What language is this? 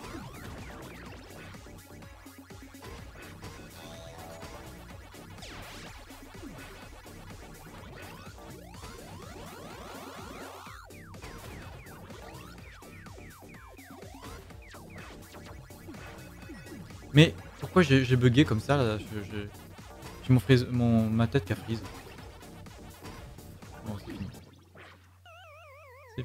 French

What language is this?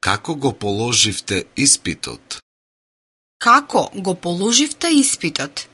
Macedonian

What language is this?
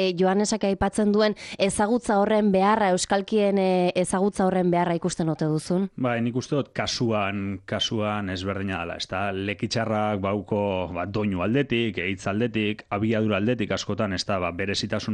Basque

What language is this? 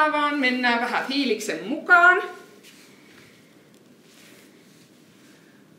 Finnish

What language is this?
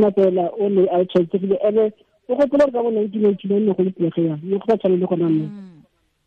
Tswana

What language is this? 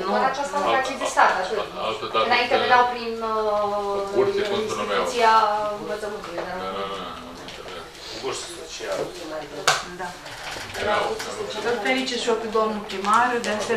Romanian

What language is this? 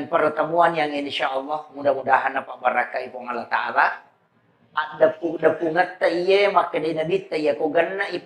Buginese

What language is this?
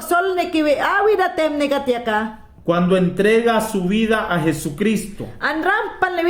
Mayangna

